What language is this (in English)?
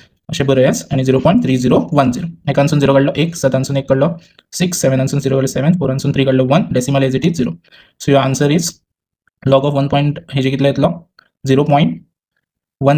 Konkani